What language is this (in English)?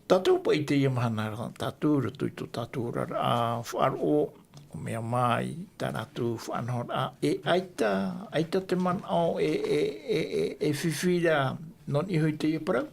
Tahitian